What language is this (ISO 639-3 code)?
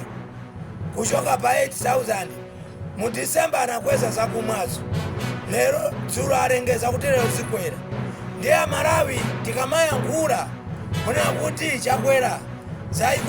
nya